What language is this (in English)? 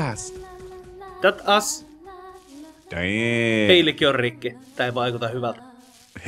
Finnish